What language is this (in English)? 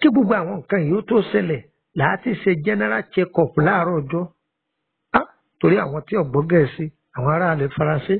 Yoruba